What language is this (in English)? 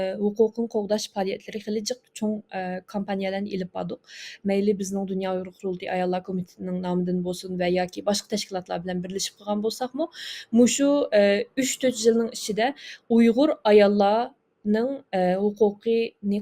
Uyghur